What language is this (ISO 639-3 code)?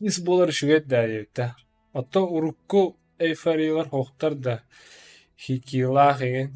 sah